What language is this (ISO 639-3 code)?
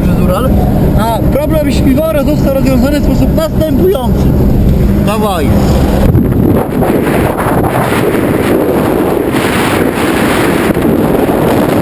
pol